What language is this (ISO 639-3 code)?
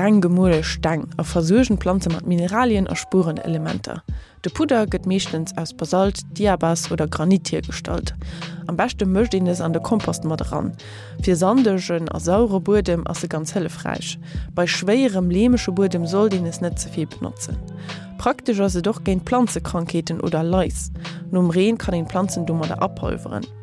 ltz